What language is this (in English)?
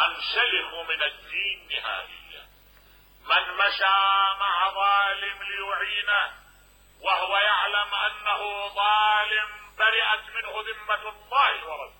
Mesopotamian Arabic